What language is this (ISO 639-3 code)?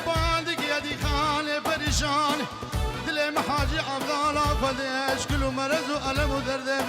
kur